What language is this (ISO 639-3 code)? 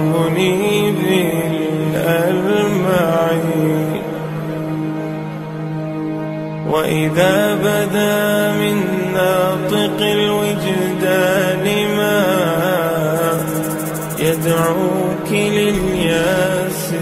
ara